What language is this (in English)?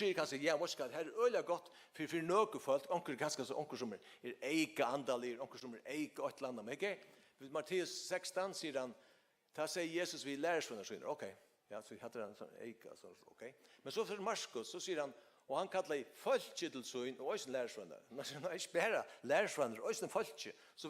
Faroese